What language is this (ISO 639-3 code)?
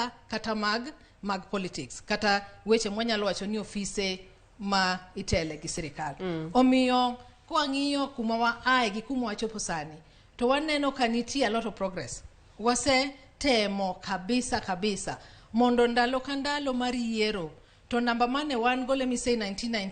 luo